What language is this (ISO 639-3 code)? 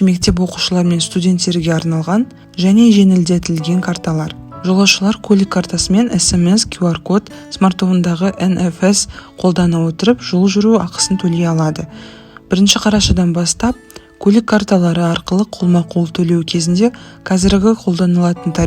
kaz